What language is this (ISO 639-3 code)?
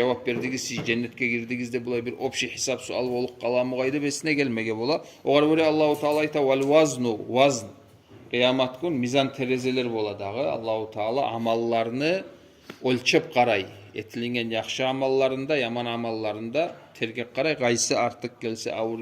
kum